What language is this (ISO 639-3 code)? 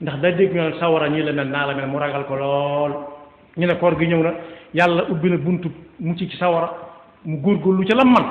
wol